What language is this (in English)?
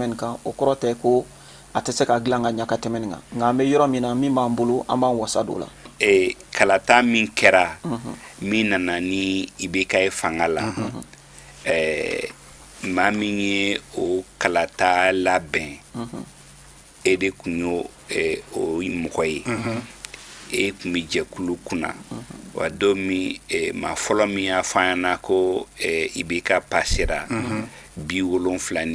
Bambara